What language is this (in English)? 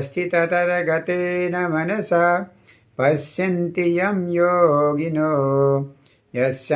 Nepali